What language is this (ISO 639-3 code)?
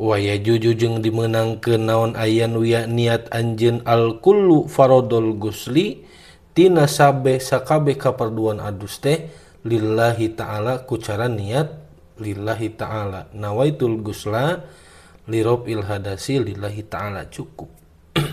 sun